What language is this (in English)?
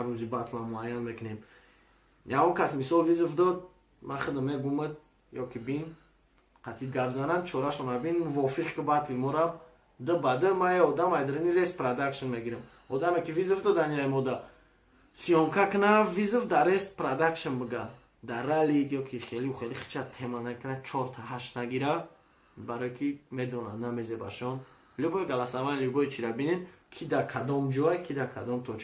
Tajik